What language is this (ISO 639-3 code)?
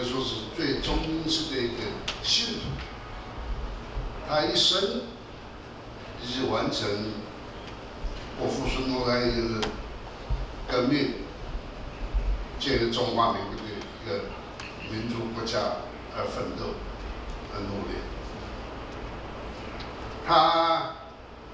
zho